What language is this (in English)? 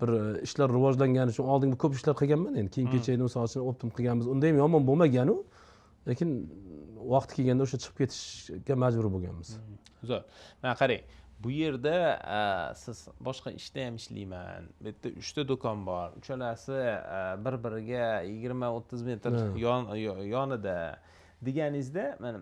Uzbek